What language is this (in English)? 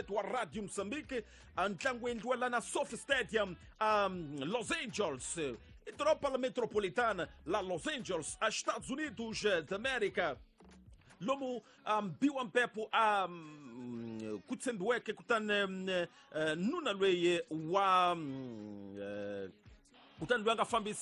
Tsonga